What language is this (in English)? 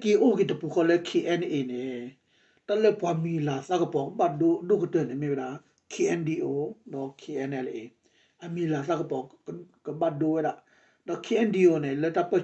S'gaw Karen